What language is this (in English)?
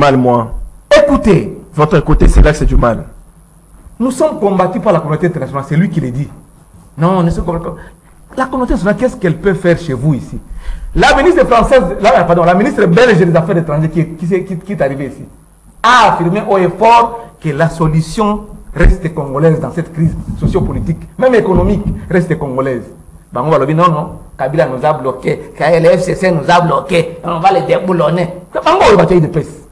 French